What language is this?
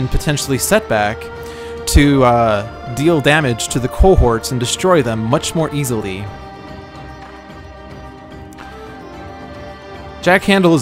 English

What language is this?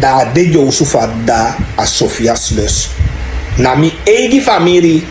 Sranan Tongo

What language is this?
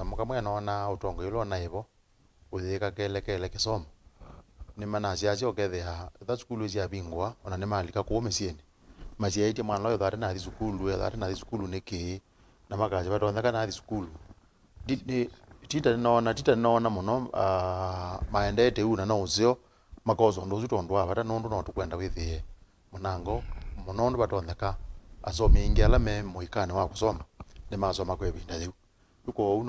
Kamba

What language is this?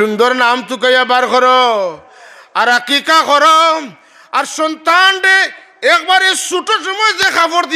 Sylheti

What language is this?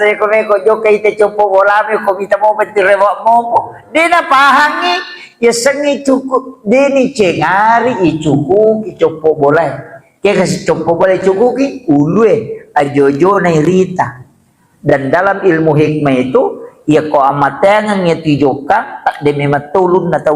Buginese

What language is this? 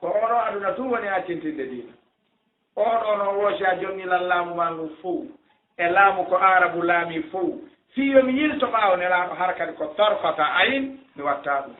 Fula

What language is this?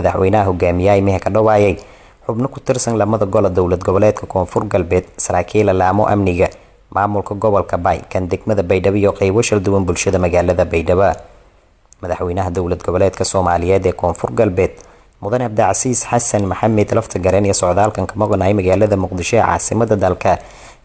Somali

